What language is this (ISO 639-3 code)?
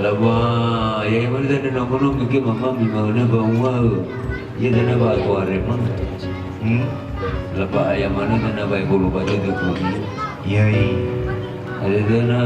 nia